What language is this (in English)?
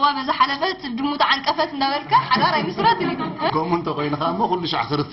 Tigrinya